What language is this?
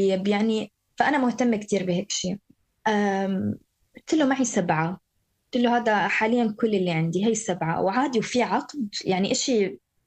North Levantine Arabic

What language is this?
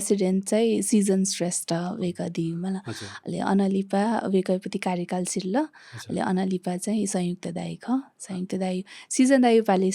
Newari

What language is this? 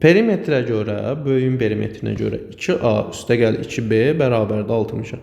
Azerbaijani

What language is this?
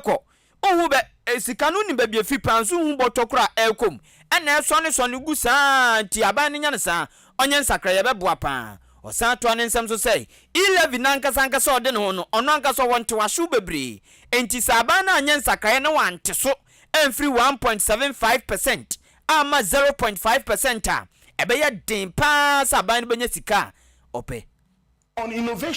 Akan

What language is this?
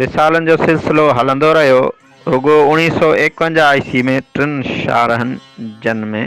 Sindhi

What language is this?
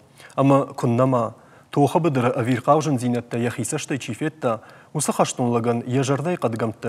Ossetic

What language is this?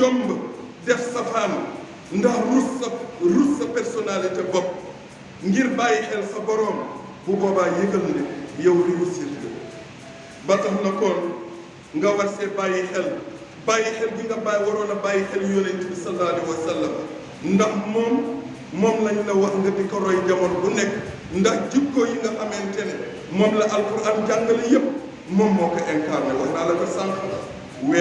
Wolof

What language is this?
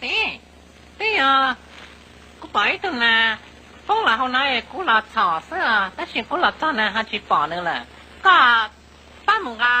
Hmong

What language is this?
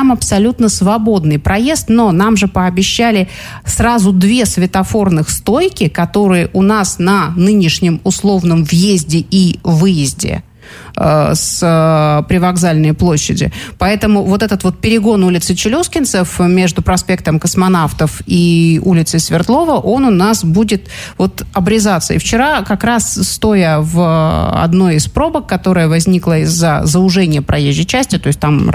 Russian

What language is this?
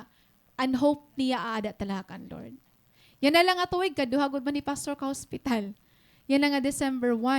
Waray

